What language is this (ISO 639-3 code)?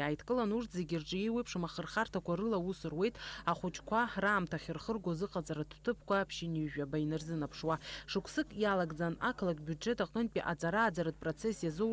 abk